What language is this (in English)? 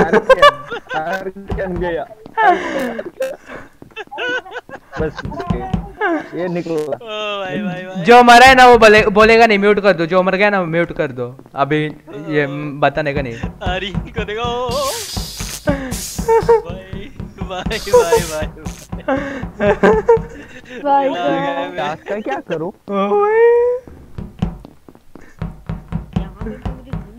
Hindi